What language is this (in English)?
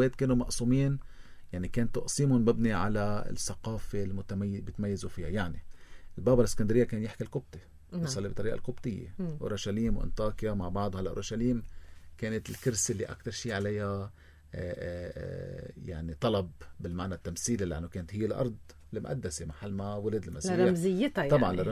North Levantine Arabic